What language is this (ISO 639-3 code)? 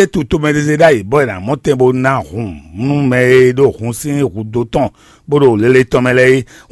fon